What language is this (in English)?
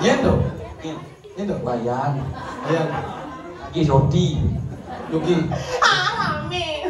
Balinese